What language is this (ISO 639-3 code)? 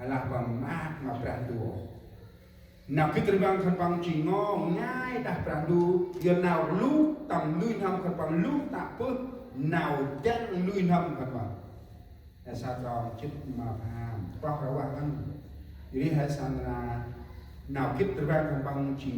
cmo